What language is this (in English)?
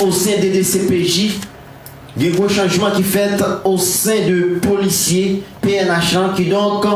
Haitian Creole